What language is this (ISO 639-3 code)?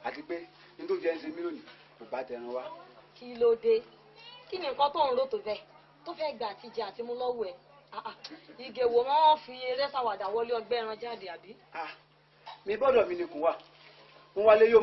yor